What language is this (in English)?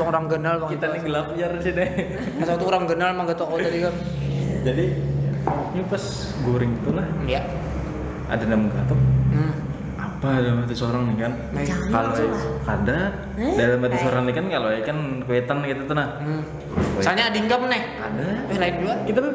Banjar